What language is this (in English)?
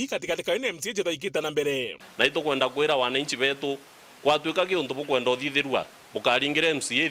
Meru